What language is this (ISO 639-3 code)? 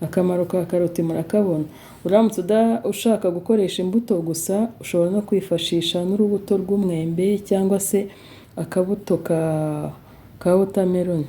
kin